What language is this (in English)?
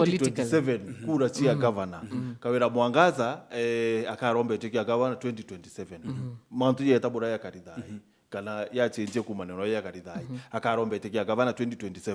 Meru